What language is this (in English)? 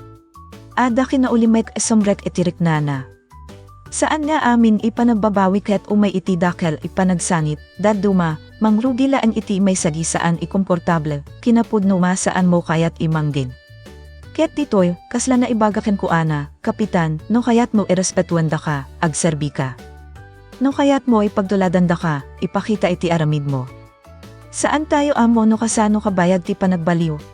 Iloko